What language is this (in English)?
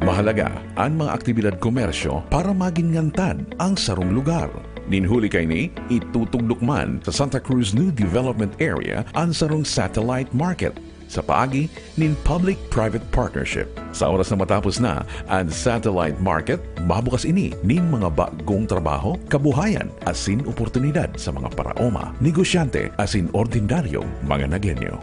Bikol